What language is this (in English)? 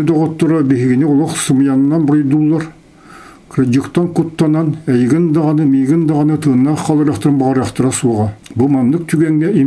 Yakut